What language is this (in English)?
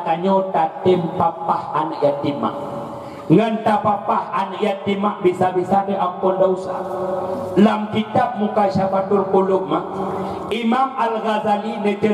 Achinese